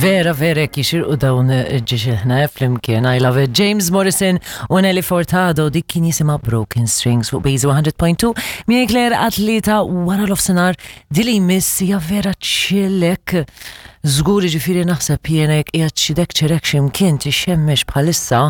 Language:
Maltese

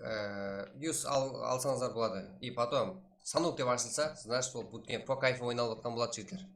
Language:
Kara-Kalpak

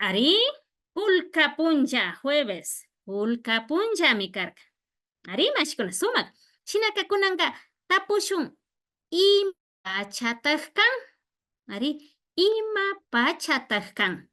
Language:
Imbabura Highland Quichua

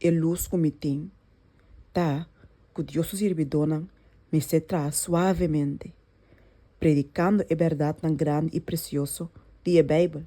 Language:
Papiamento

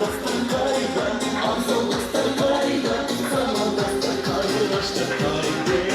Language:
Kara-Kalpak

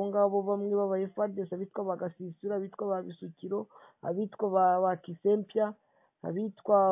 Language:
Kinyarwanda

